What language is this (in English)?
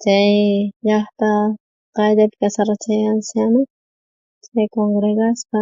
South Bolivian Quechua